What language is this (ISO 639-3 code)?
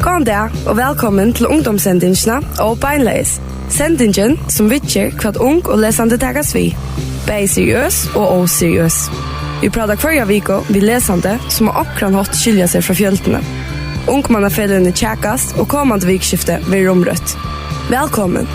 fao